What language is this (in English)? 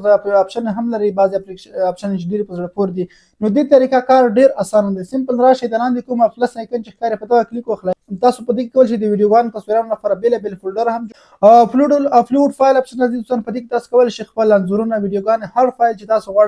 Pashto